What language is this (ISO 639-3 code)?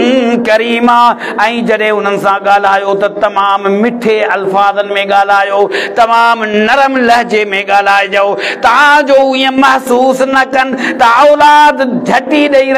snd